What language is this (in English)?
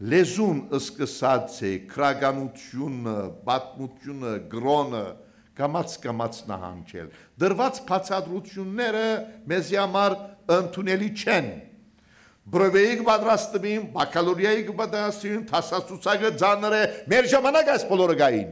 Western Armenian